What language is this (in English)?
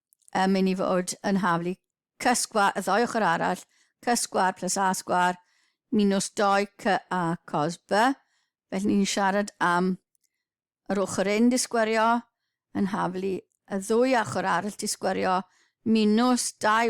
Welsh